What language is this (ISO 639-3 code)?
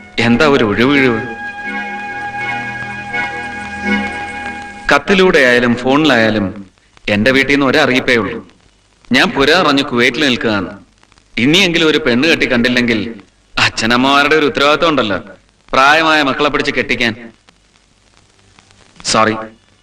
mal